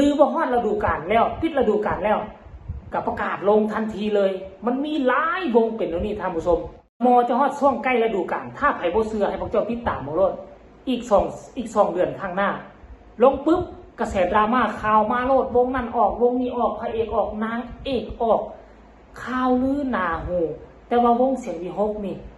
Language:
Lao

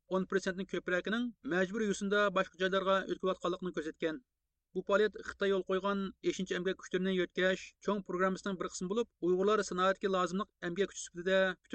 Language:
Uyghur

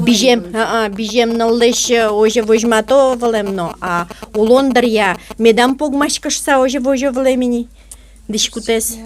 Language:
Udmurt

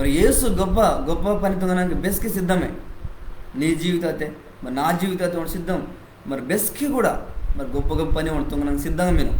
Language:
Koya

